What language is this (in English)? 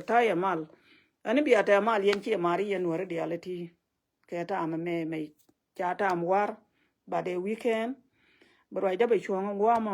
Nuer